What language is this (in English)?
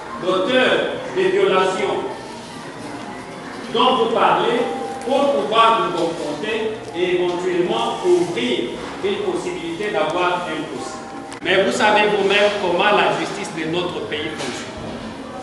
French